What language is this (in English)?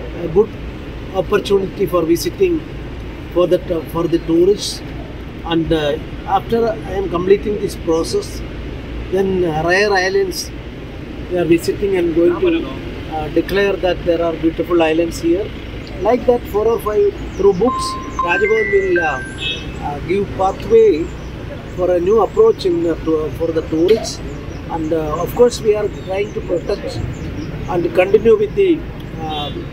Konkani